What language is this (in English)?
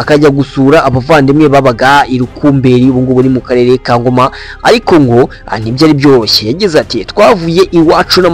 Kinyarwanda